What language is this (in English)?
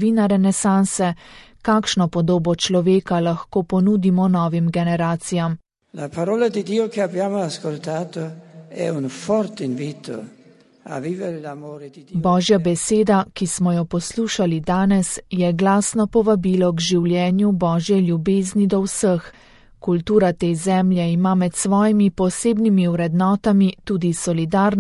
Slovenian